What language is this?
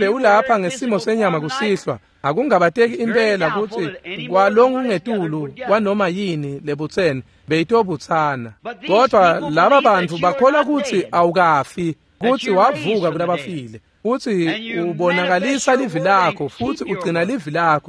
Swati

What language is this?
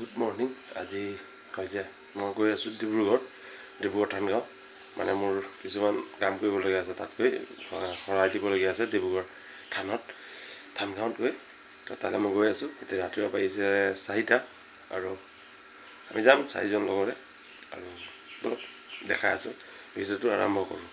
Assamese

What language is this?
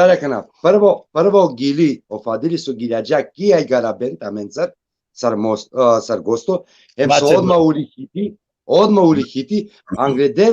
Balkan Romani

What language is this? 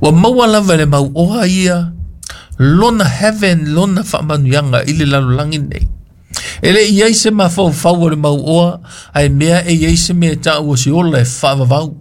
Samoan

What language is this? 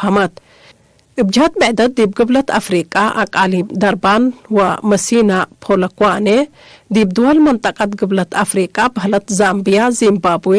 Tigre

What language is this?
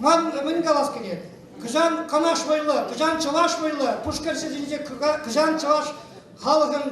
Chuvash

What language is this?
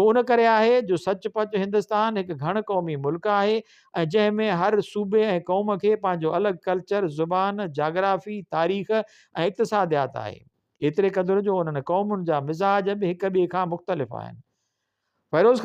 Sindhi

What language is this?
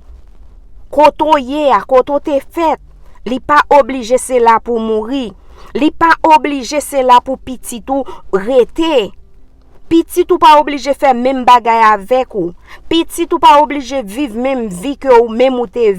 Haitian Creole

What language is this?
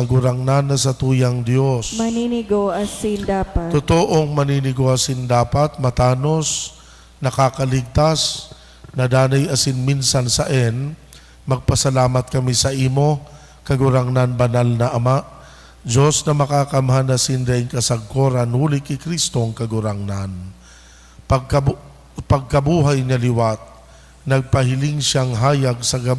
Bikol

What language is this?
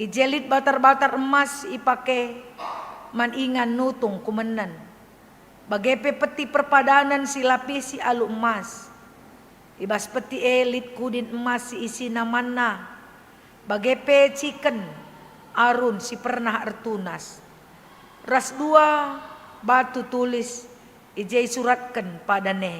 Batak Karo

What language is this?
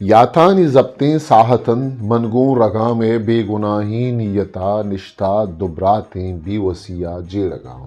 Eastern Balochi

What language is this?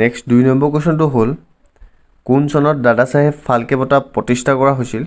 Assamese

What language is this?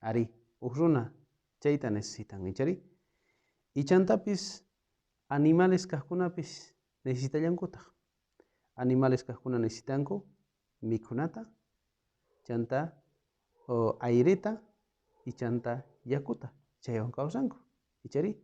South Bolivian Quechua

